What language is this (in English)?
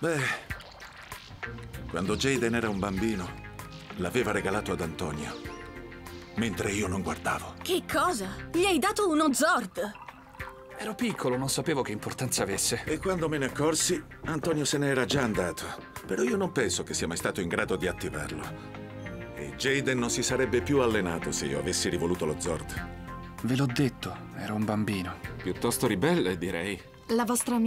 Italian